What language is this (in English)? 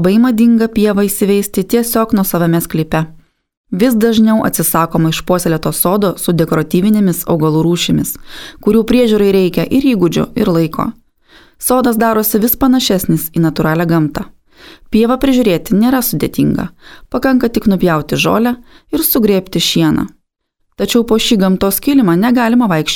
Lithuanian